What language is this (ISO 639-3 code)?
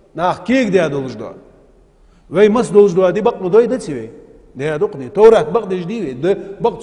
inh